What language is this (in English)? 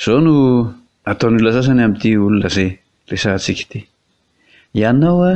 Malagasy